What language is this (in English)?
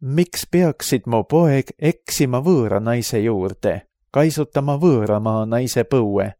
Estonian